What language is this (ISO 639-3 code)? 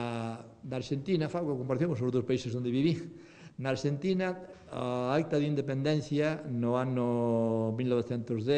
glg